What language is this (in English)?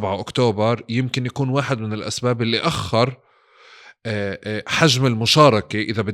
North Levantine Arabic